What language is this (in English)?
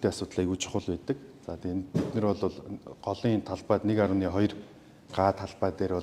Mongolian